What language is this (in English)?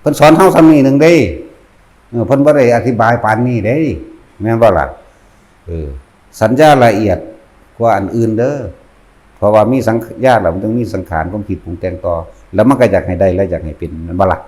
Northeastern Thai